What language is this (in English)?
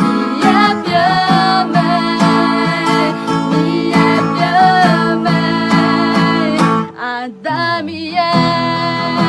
Akha